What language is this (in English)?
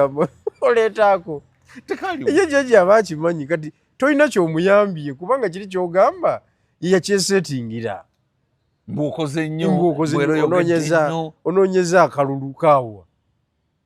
Ganda